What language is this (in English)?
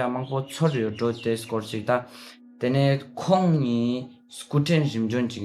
Ladakhi